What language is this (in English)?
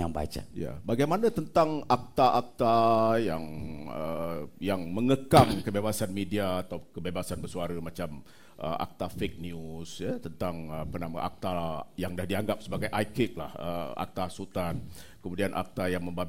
Malay